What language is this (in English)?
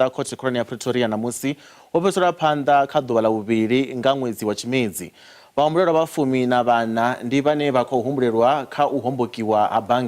Venda